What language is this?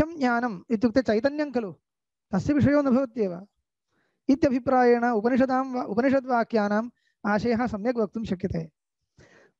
Sanskrit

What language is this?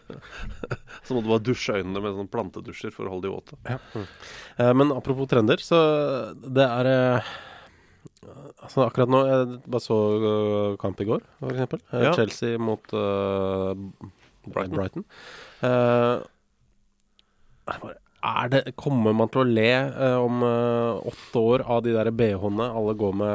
Norwegian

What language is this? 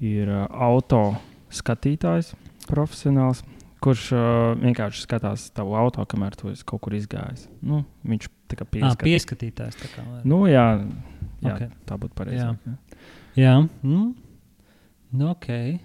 Latvian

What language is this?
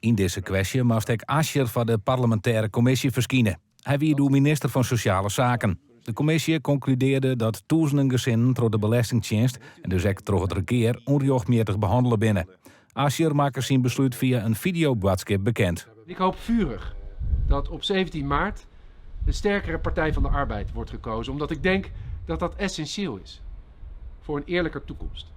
Western Frisian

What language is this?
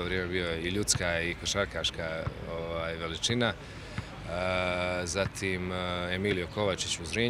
Croatian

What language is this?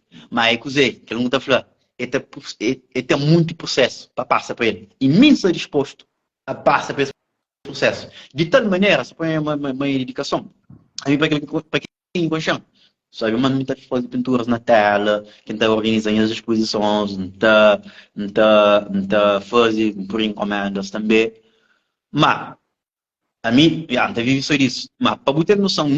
Kabuverdianu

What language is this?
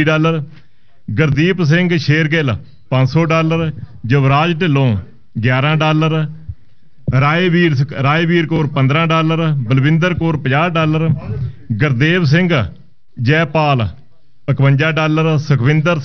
Punjabi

